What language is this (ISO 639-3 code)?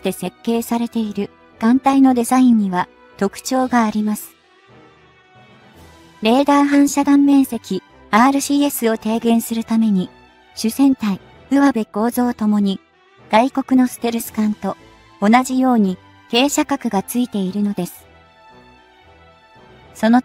jpn